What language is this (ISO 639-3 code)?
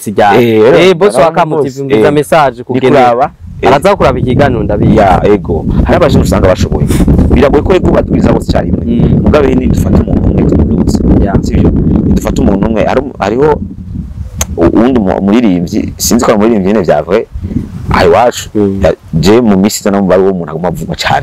run